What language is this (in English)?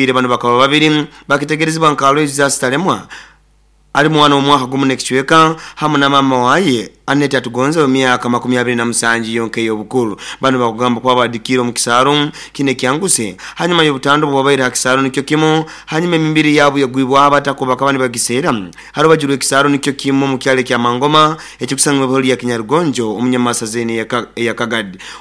Nyoro